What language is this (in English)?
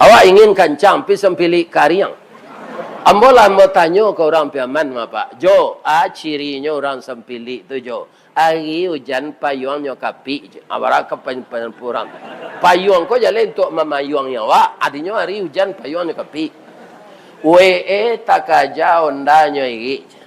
Minangkabau